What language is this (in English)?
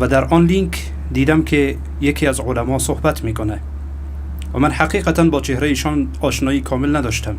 Persian